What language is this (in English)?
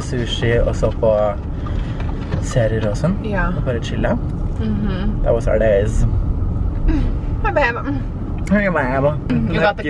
Norwegian